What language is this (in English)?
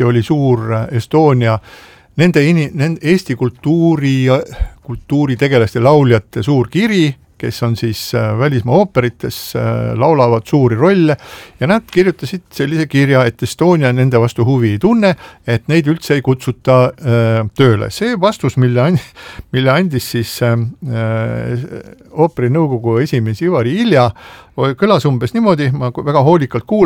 Estonian